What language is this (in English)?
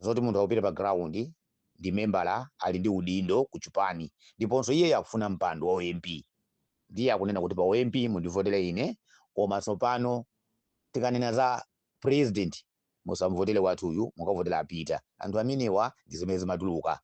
Nyanja